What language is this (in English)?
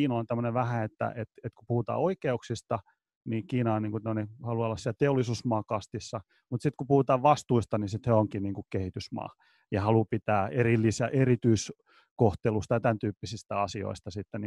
Finnish